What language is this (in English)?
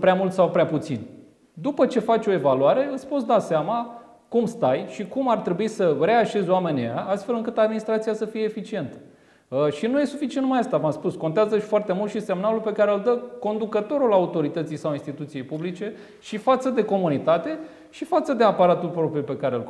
Romanian